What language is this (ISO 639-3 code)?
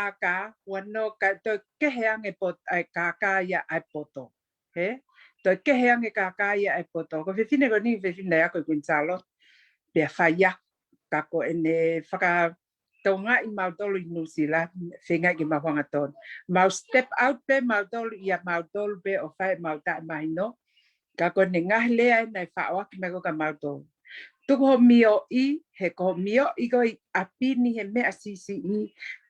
ton